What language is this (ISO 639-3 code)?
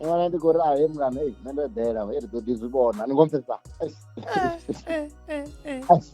ven